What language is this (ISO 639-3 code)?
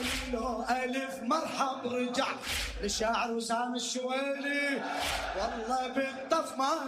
acm